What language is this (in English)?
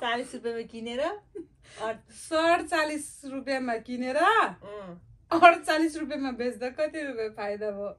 Nepali